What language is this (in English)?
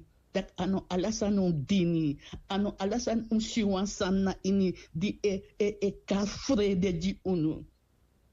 Sranan Tongo